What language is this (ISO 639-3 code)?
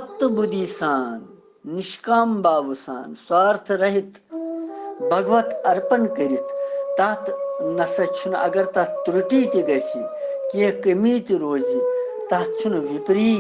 kas